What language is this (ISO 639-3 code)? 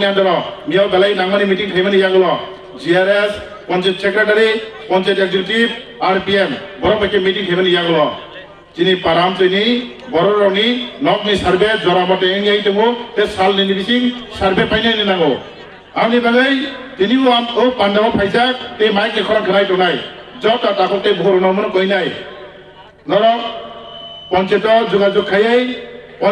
trp